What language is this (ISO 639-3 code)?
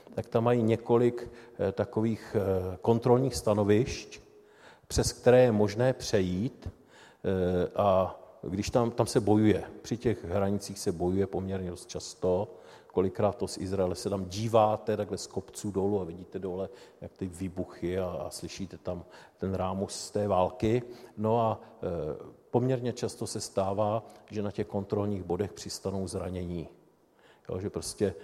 ces